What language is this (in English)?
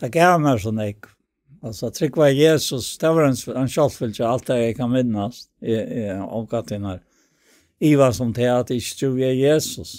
Faroese